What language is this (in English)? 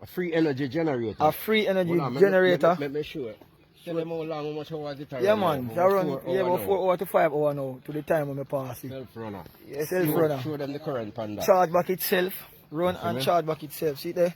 Jamaican Creole English